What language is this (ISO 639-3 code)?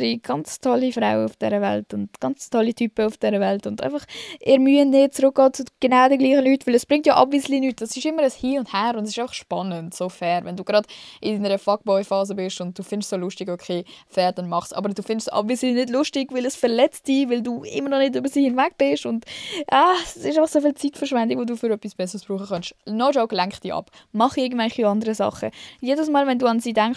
gsw